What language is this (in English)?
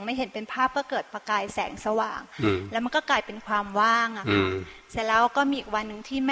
Thai